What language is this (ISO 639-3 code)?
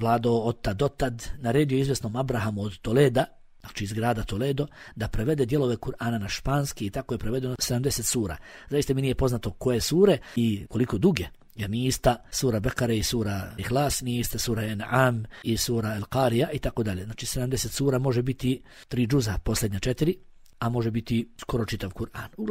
bos